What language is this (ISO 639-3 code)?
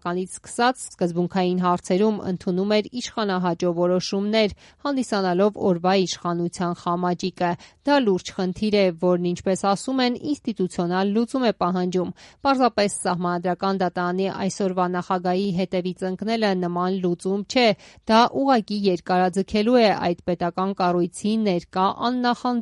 hye